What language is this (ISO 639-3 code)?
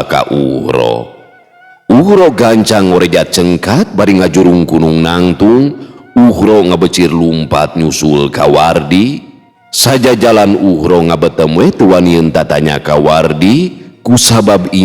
sun